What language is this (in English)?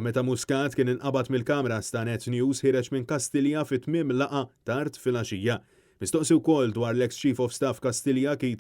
Maltese